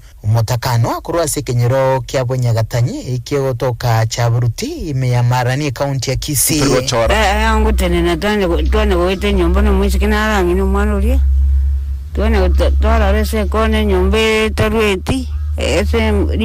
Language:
Gusii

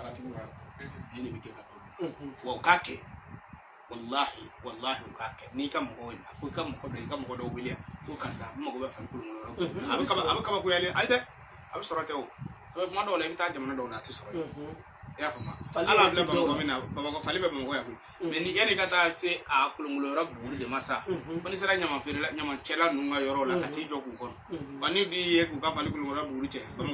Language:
Bambara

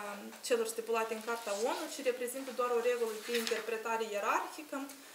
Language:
Romanian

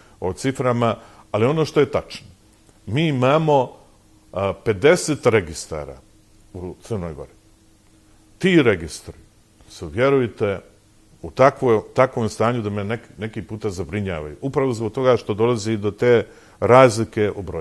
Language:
Serbian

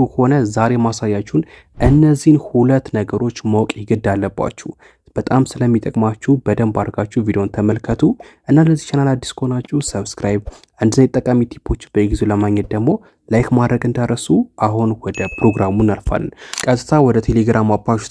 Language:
Amharic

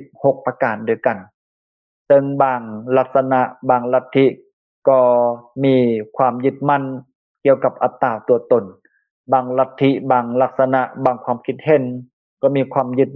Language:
Lao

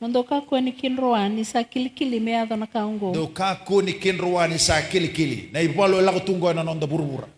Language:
Fijian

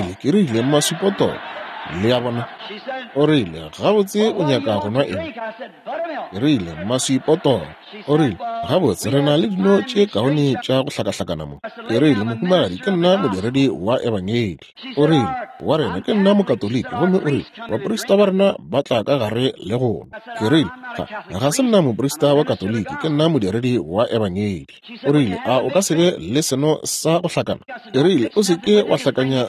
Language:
Northern Sotho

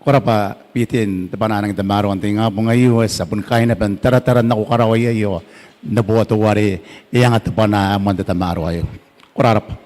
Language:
Gilbertese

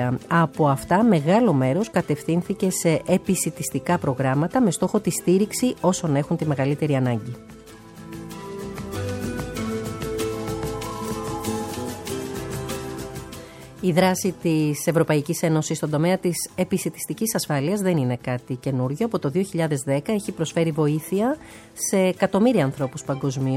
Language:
Greek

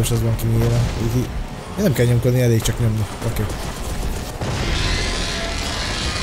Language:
Hungarian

